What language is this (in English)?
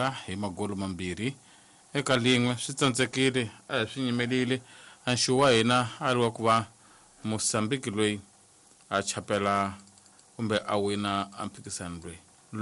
Tsonga